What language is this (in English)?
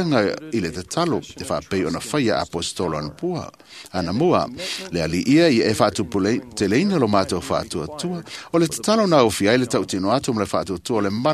Samoan